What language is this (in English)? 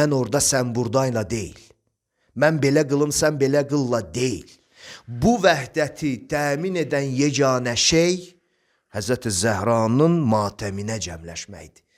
Azerbaijani